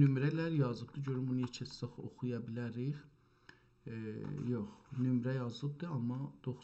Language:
South Azerbaijani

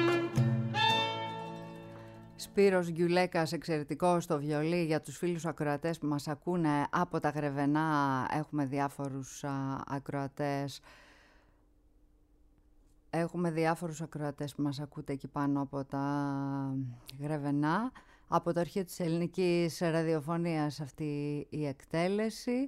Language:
Greek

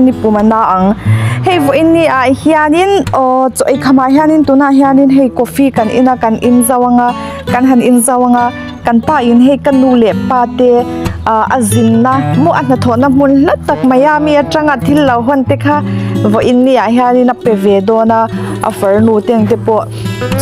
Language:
Mizo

